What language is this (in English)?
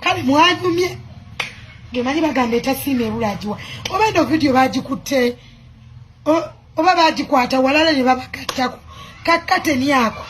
Ganda